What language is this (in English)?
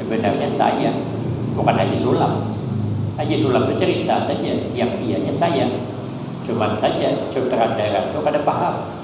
Banjar